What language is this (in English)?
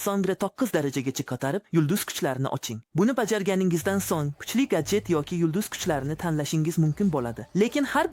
Uzbek